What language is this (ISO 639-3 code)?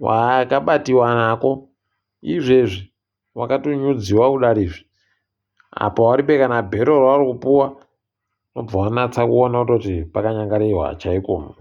ndc